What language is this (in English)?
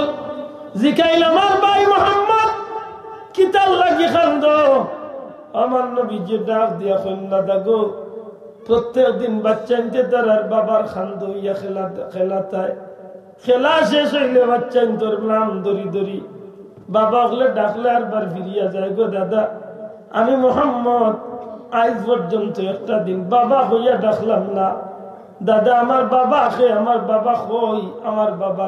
Sylheti